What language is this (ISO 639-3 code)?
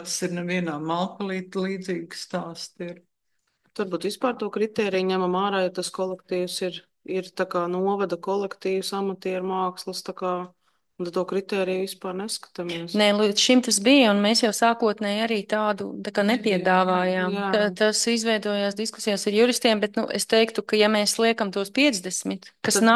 lav